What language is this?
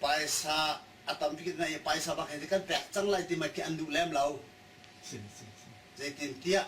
Hakha Chin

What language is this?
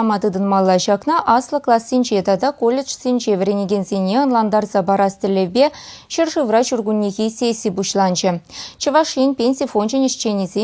Chuvash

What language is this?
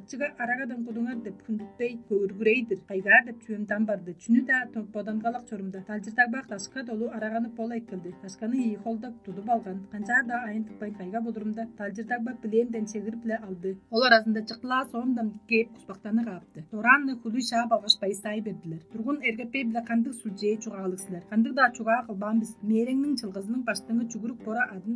Tuvinian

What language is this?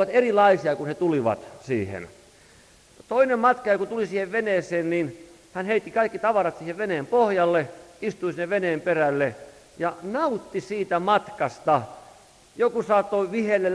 Finnish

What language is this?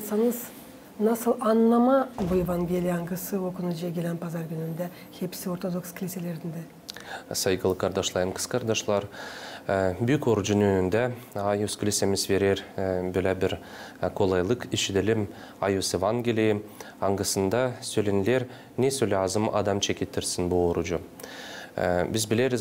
Gagauz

